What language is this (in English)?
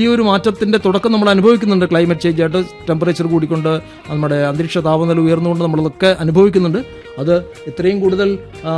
Malayalam